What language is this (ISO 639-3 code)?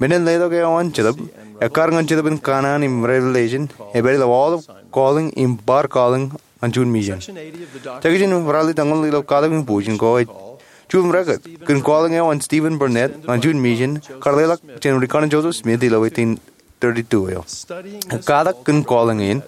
mah